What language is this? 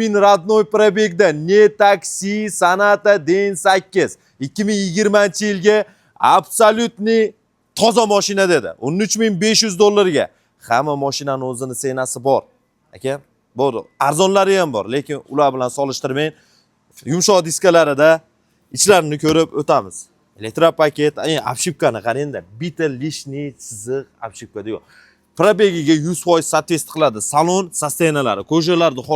Uzbek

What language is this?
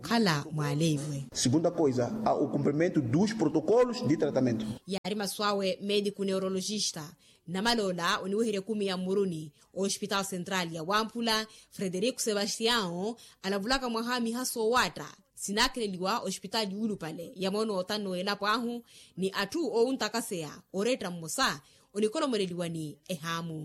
Makhuwa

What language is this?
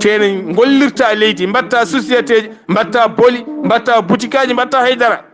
Fula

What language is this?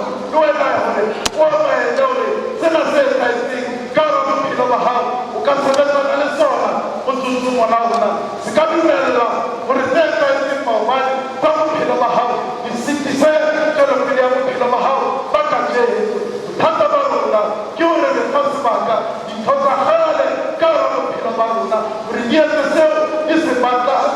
Southern Sotho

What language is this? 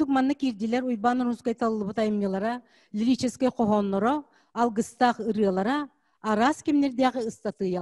Yakut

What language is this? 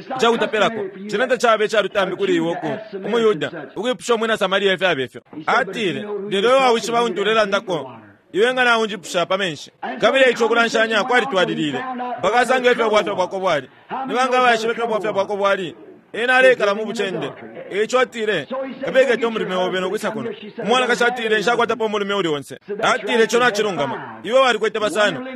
Bemba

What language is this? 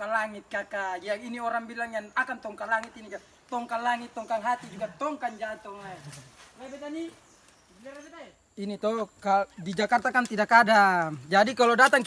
Ambonese Malay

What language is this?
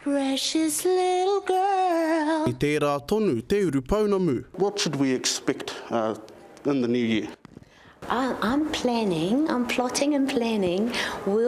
Māori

